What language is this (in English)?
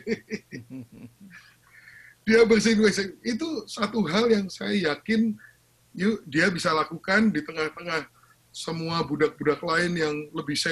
Indonesian